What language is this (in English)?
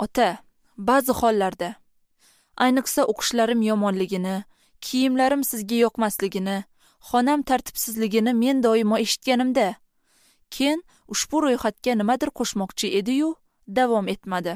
Uzbek